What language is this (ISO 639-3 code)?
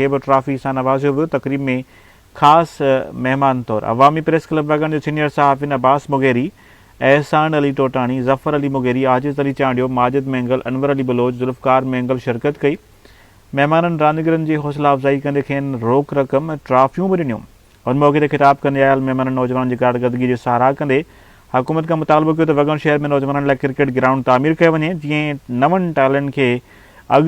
snd